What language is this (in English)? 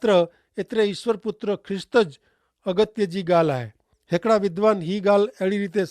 Kachhi